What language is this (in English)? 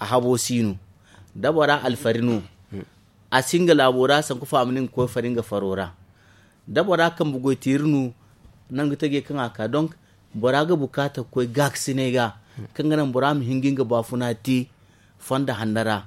Zarma